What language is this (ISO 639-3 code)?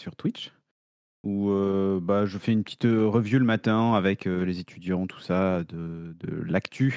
fra